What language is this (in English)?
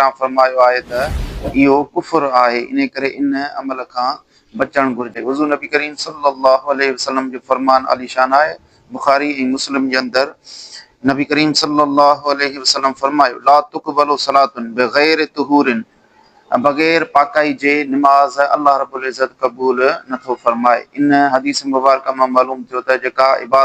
Sindhi